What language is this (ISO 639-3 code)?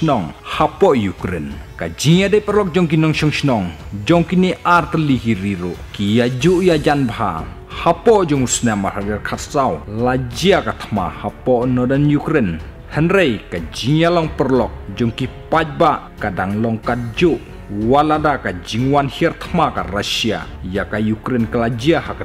kha